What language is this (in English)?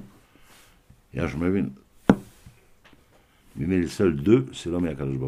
French